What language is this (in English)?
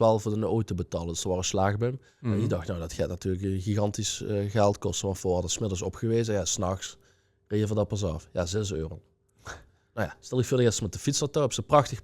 Limburgish